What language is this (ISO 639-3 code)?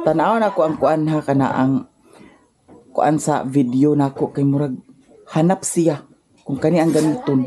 ceb